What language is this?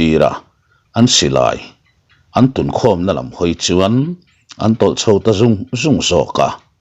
Mizo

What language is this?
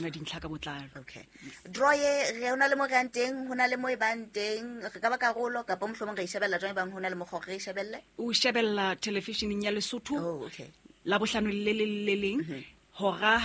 Southern Sotho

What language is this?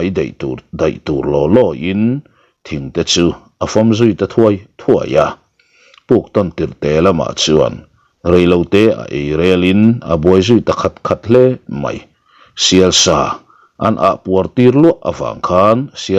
Mizo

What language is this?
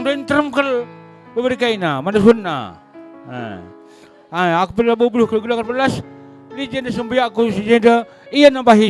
Batak Karo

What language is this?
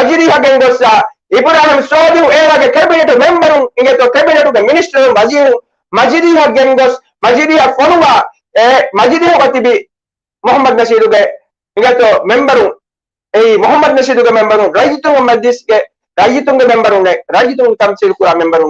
Divehi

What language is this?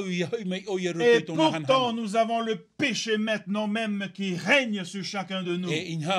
Tahitian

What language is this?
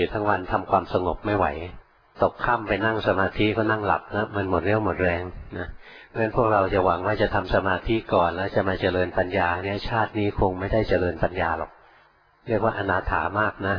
Thai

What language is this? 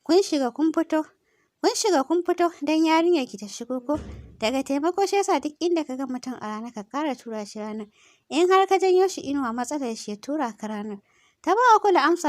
Hausa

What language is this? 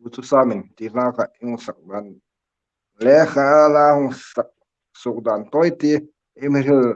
Hmar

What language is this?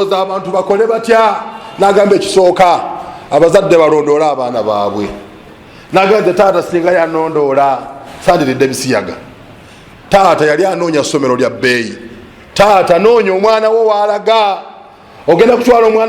Ganda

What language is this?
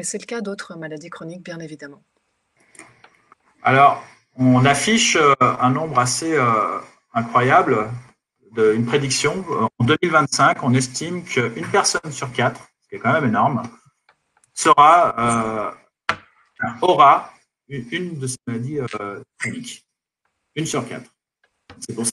French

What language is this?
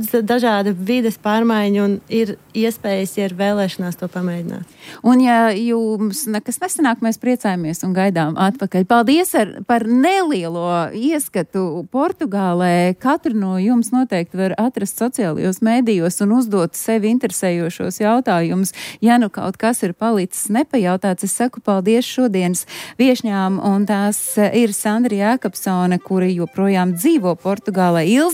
Latvian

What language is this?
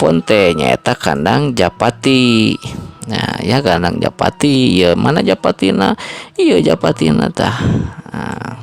Sundanese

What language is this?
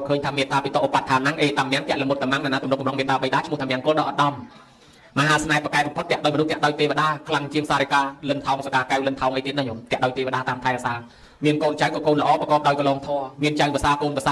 Khmer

